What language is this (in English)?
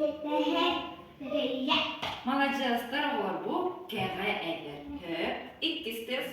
Yakut